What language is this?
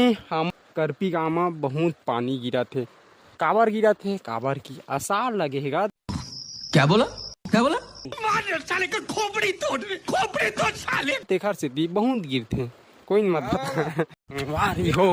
Chhattisgarhi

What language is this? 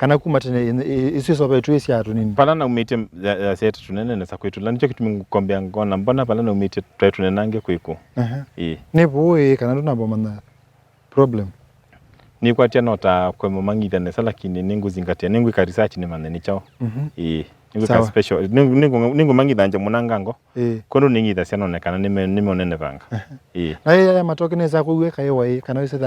Kamba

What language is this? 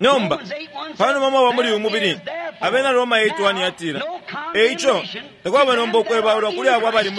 Bemba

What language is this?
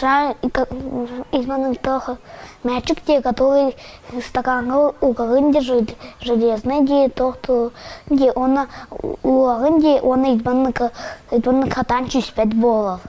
Yakut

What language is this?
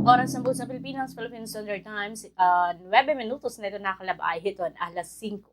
Waray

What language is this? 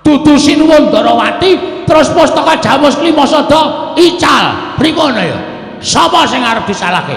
Javanese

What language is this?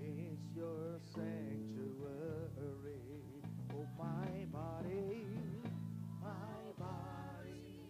Ewe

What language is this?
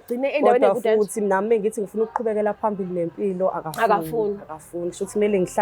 Zulu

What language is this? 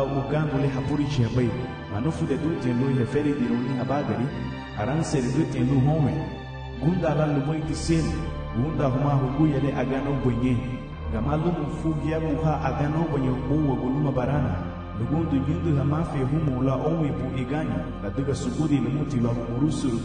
Garifuna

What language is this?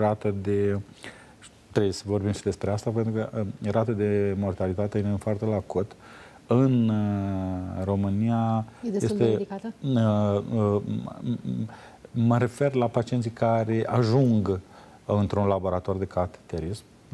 Romanian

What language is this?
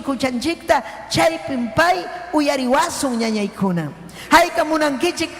Ayacucho Quechua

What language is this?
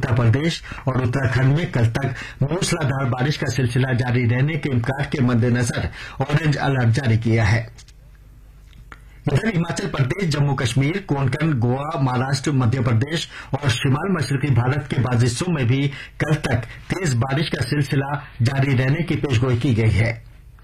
Urdu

